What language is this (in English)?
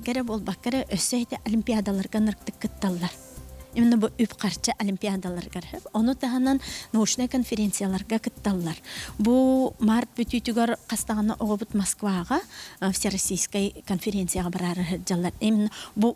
Yakut